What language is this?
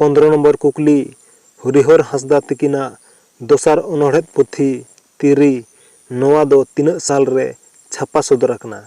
Santali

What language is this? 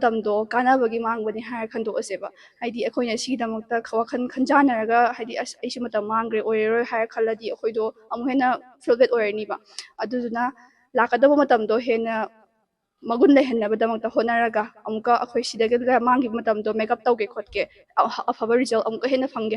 Manipuri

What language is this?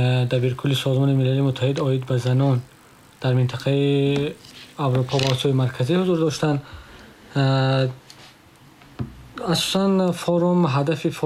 Tajik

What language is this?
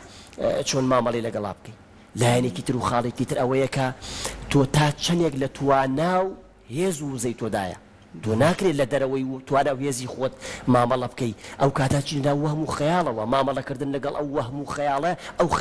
Central Kurdish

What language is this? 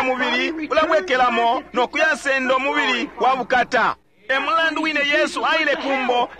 Bemba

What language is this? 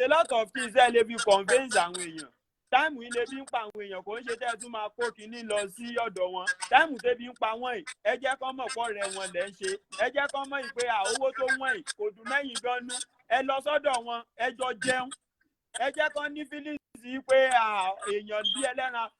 Yoruba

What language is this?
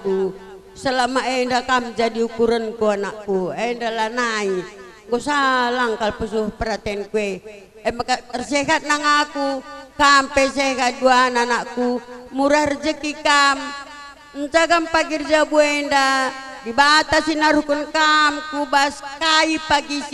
Batak Karo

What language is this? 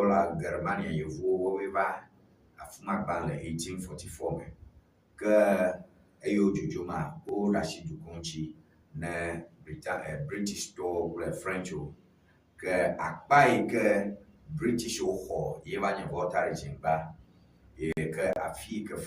Ewe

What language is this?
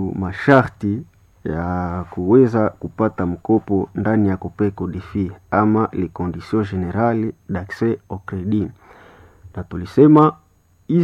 Swahili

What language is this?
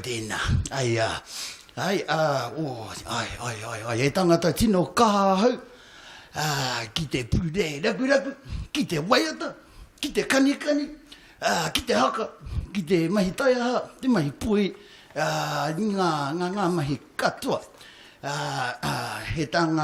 Māori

